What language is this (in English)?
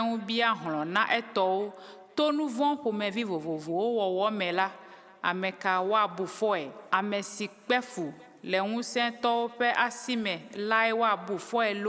Ewe